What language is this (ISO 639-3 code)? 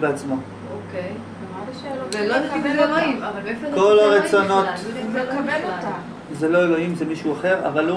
heb